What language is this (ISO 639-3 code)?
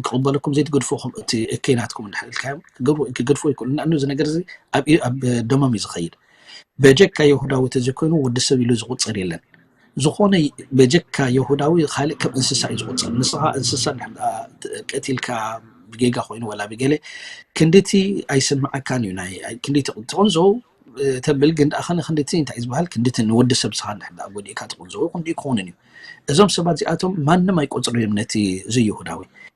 tir